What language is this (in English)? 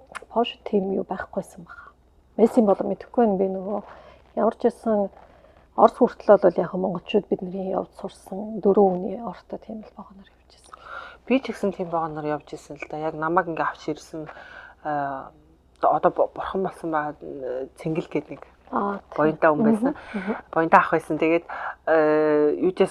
Mongolian